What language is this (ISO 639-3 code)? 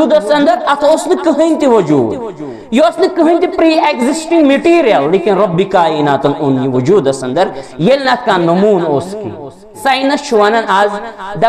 kas